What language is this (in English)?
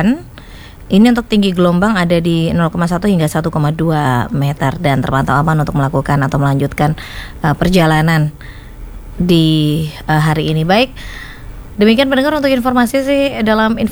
Indonesian